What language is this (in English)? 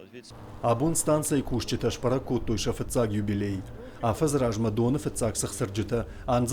Ossetic